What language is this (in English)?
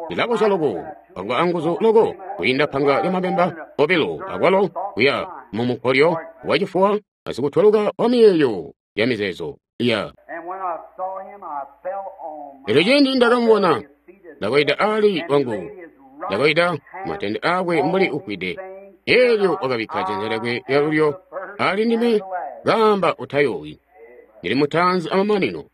Tonga (Zambia)